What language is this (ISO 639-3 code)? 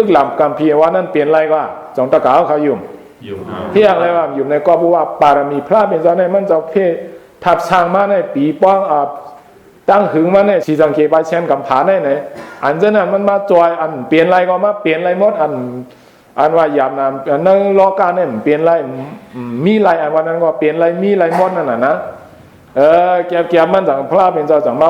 shn